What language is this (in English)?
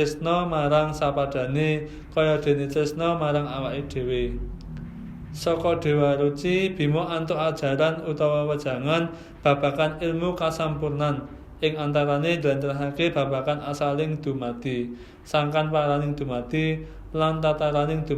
Javanese